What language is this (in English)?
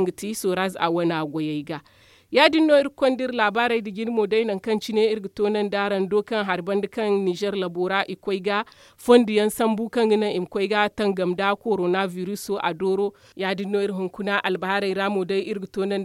Zarma